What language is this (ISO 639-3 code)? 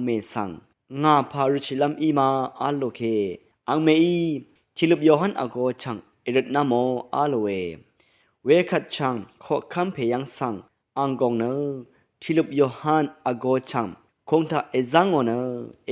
raw